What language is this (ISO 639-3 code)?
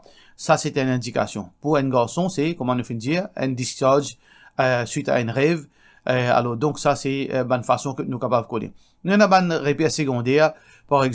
mfe